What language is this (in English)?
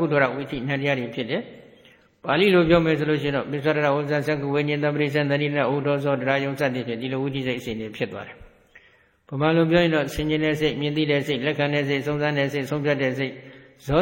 Burmese